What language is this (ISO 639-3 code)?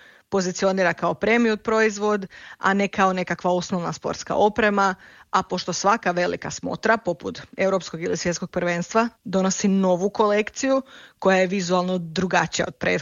hrv